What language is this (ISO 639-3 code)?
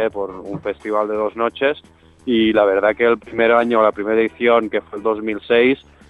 spa